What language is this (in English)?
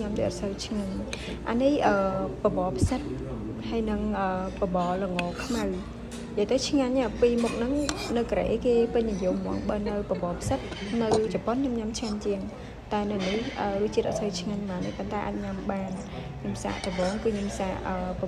Khmer